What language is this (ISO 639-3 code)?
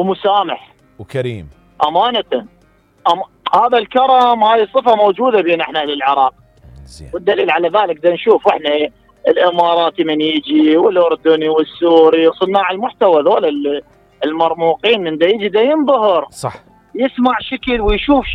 acm